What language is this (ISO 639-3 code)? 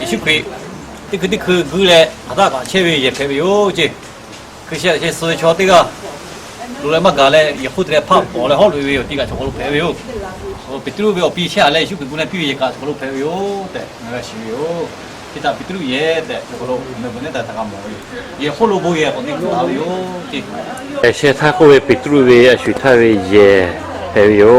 lhu